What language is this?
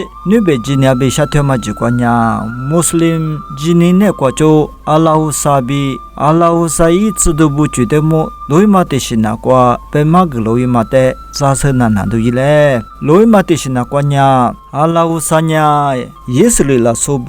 Lisu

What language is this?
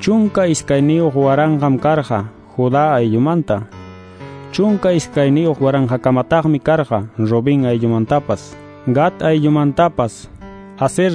Quechua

